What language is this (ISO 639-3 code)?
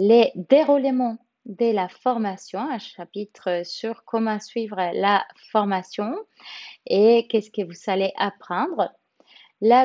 fra